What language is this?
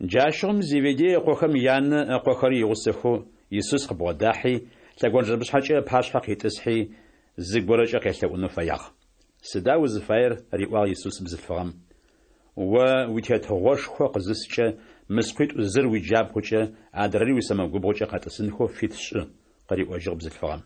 Adyghe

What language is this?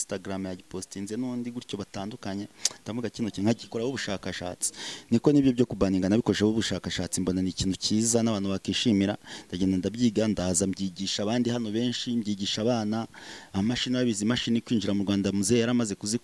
Kinyarwanda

